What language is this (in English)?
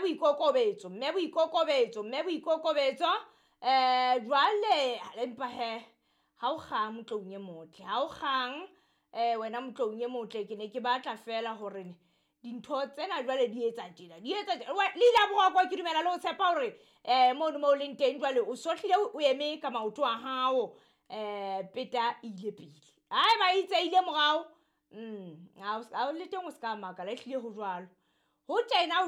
Southern Sotho